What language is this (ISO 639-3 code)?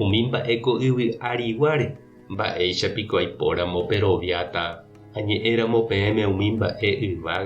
grn